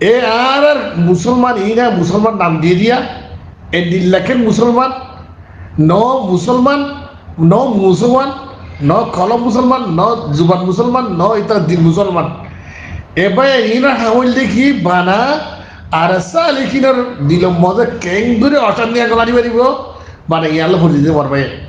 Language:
Rohingya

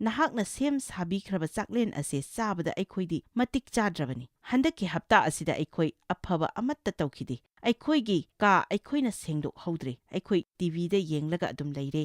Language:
Manipuri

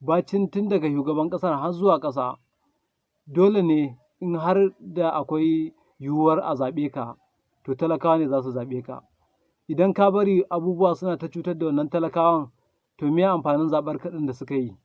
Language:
Hausa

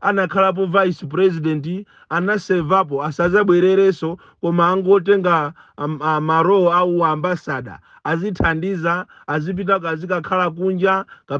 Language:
Nyanja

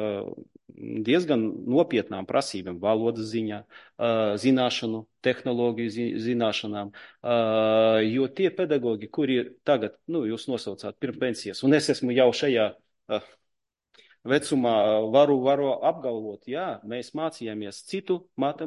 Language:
Latvian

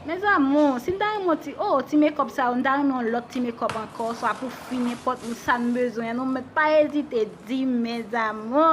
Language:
Haitian Creole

